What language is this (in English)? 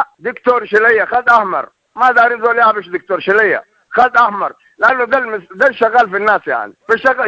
Sudanese Arabic